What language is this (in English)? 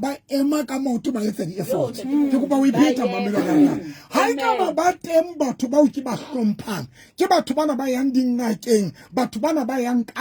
Southern Sotho